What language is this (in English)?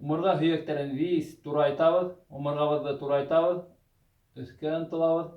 Bashkir